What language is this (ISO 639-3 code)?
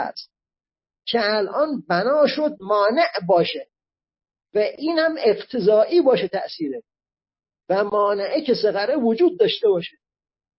fas